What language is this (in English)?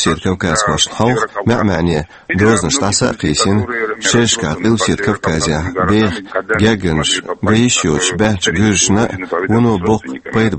Chechen